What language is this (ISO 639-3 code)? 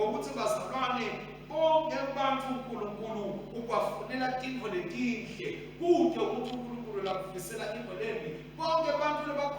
ssw